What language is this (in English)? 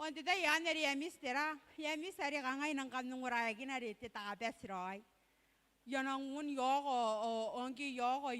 Gilbertese